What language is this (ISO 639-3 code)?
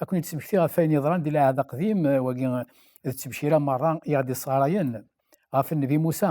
kab